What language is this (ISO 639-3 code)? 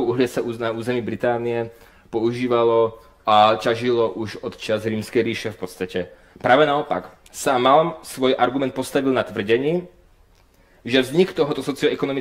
slk